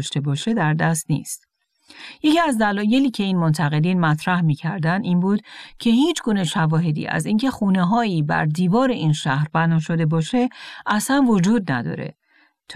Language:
Persian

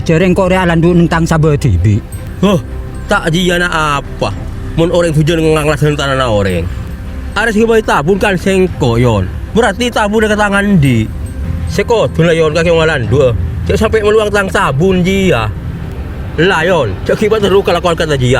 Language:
Madurese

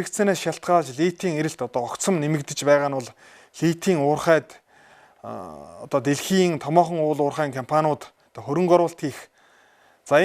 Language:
Mongolian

